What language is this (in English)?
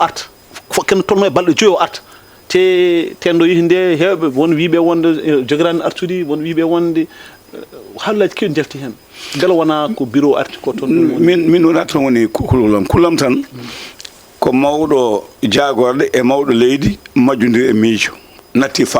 Fula